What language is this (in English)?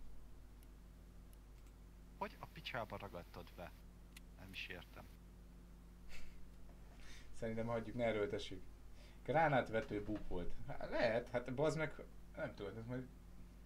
Hungarian